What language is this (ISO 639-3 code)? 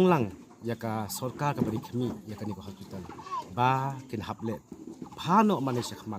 kha